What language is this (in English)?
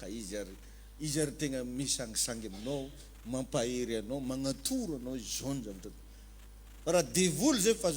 Malagasy